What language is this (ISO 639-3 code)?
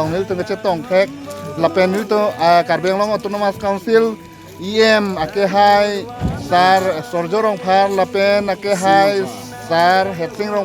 mjw